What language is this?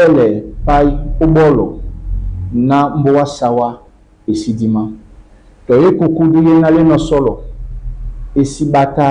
Duala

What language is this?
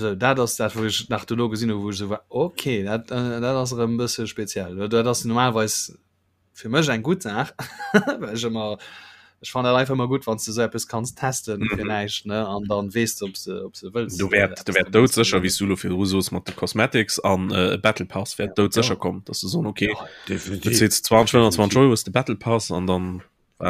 Luxembourgish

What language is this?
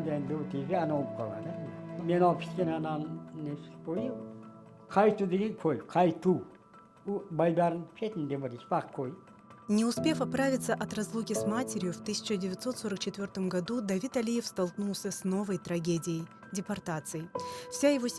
Crimean Tatar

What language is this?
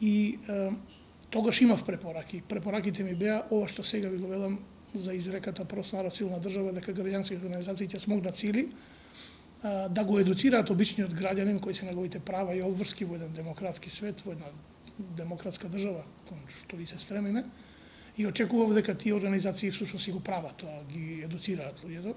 Macedonian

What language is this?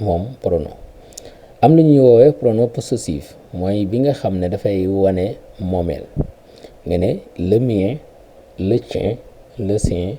Wolof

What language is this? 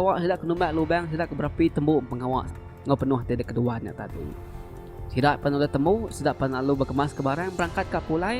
Iban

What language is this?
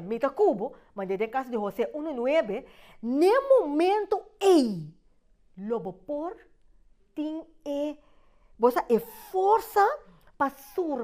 Papiamento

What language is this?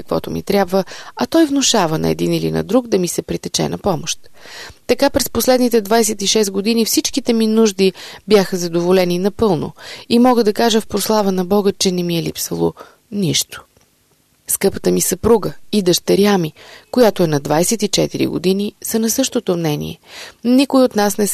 Bulgarian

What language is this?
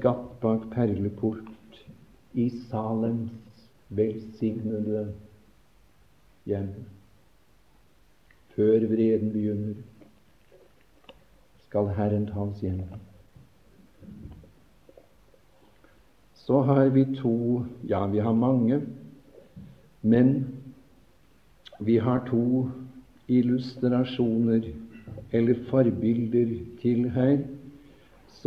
Norwegian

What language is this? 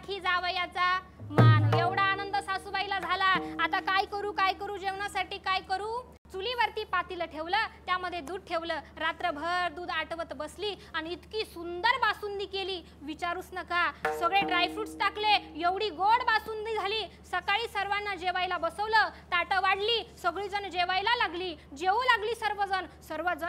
Marathi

